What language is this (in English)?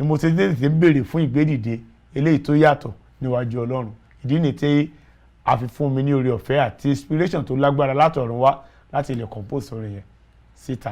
Yoruba